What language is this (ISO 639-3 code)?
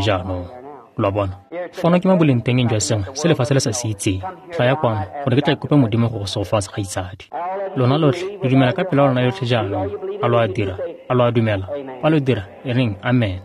tsn